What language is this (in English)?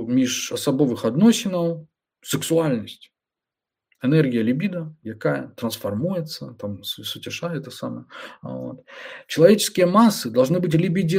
Belarusian